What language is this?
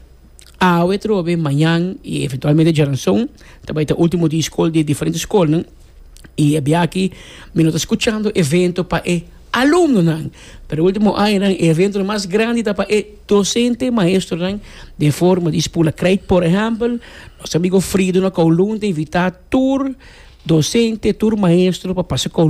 Papiamento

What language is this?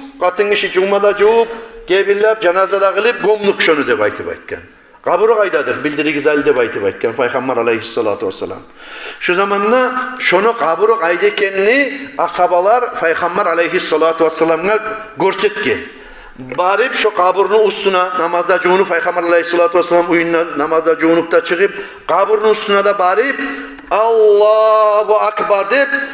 Kumyk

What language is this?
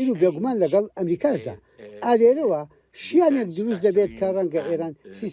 Central Kurdish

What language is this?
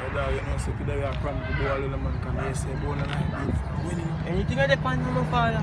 Jamaican Creole English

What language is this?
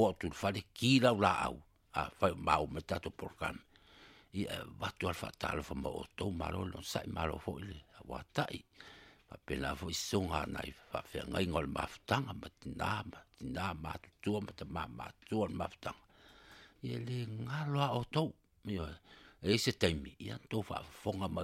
Samoan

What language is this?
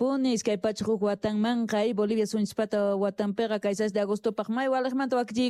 South Bolivian Quechua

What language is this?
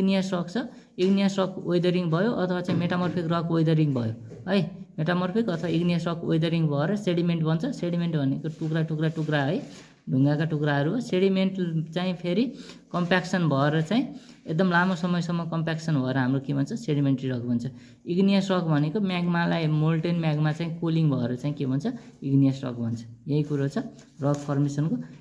Nepali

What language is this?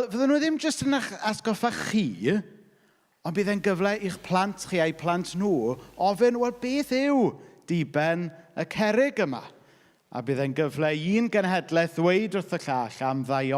Welsh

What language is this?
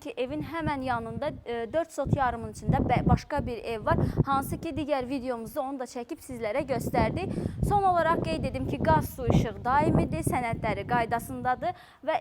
Azerbaijani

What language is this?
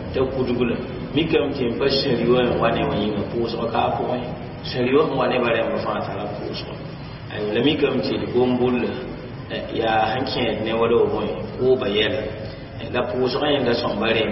Mossi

